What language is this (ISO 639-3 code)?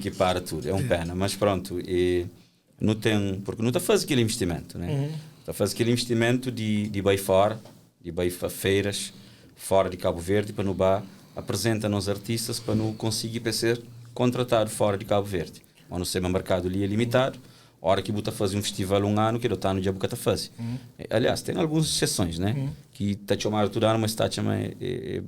kea